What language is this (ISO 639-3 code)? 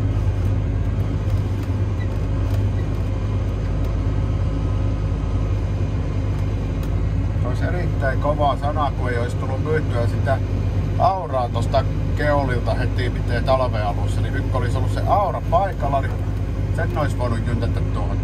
fin